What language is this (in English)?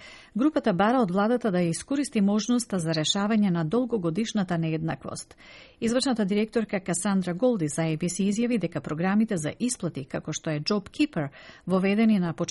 Macedonian